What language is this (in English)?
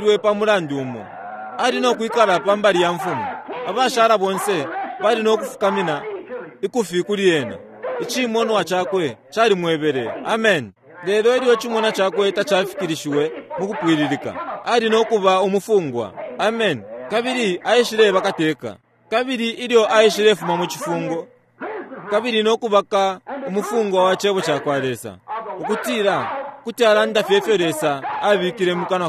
Bemba